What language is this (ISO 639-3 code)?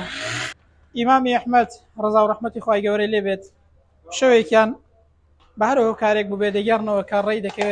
ckb